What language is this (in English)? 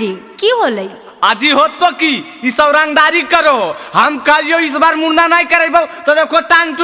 Magahi